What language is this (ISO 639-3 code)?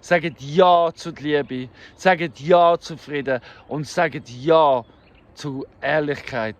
gsw